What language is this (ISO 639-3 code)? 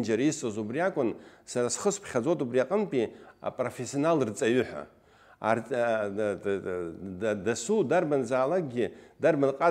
abk